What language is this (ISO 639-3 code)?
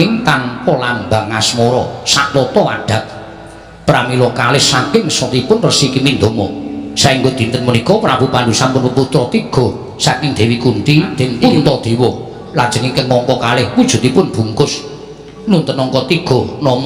jav